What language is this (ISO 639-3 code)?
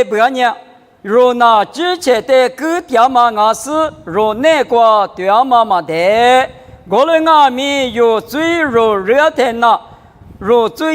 lis